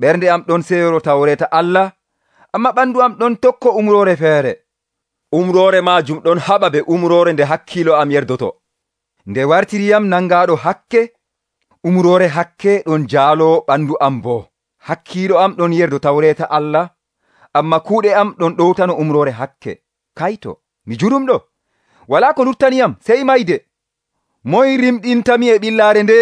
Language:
Nigerian Fulfulde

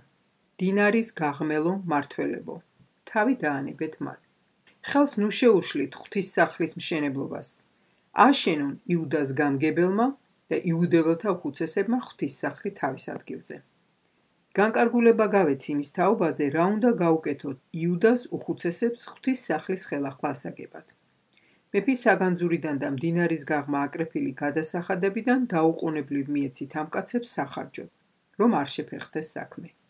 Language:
Georgian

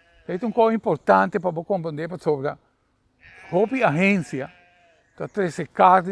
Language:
Papiamento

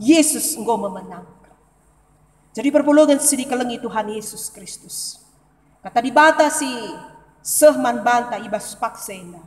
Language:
Batak Karo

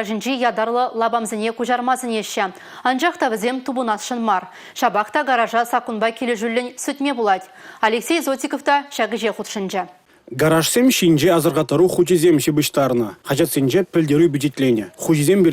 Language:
Chuvash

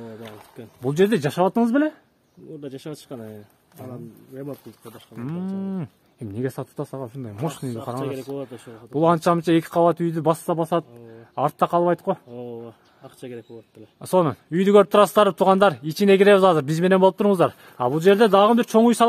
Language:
Kyrgyz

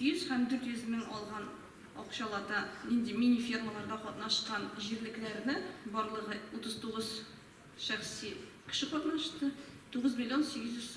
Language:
Tatar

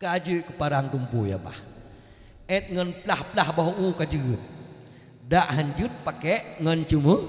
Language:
Achinese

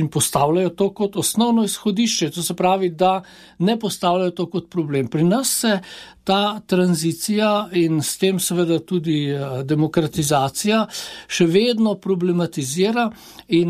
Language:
Slovenian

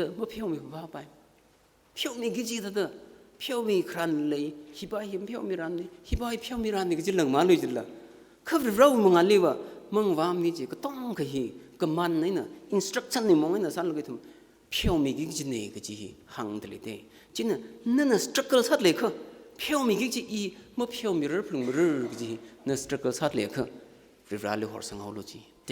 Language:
Tangkhul Naga (India)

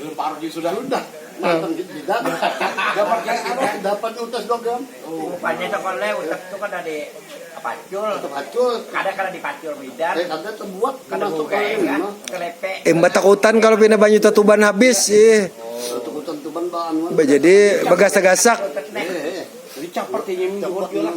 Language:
Banjar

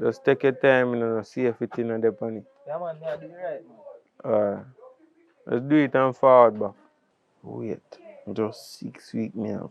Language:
Jamaican Creole English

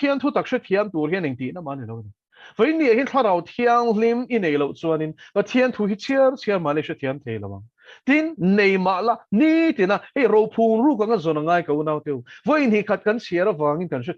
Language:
Mizo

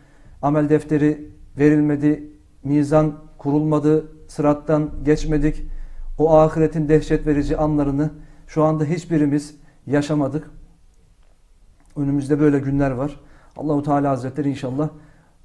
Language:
Turkish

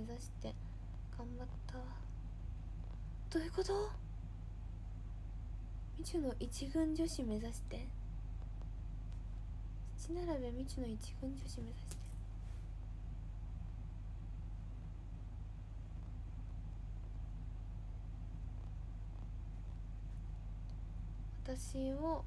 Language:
Japanese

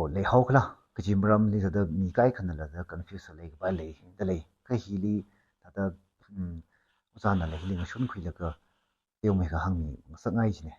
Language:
Tangkhul Naga (India)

